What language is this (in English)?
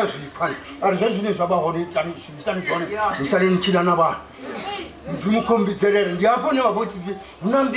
Venda